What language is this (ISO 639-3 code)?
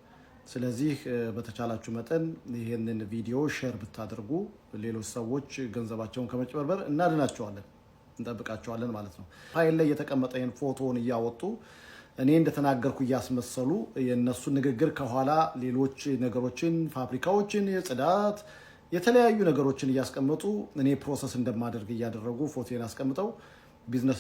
amh